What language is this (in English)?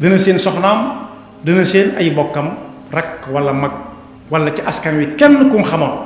Wolof